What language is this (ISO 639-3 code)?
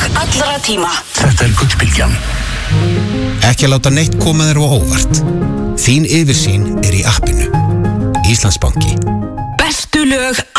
isl